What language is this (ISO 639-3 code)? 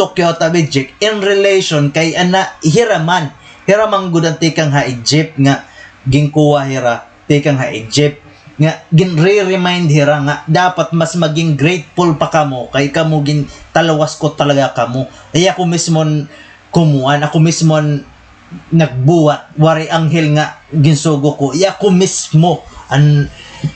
war